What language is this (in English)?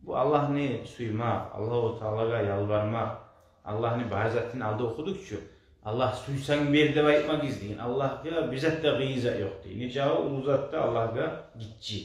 Kumyk